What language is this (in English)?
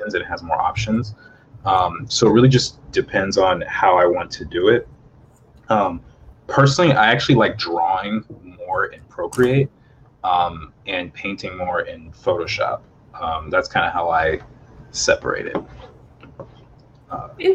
English